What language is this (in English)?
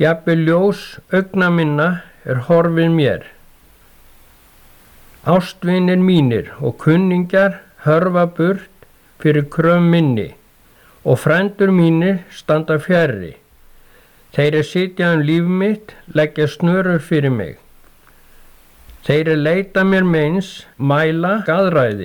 Icelandic